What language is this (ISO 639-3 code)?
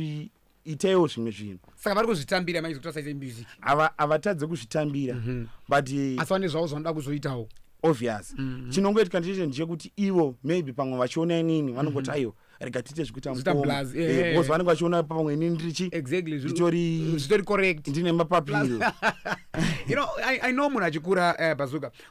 sna